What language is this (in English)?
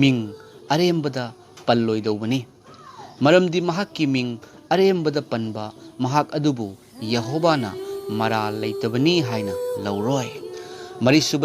Manipuri